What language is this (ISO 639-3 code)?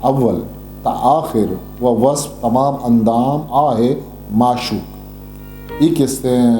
bgp